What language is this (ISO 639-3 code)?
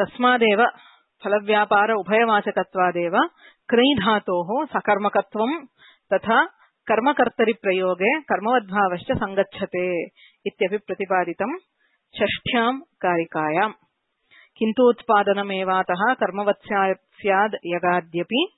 san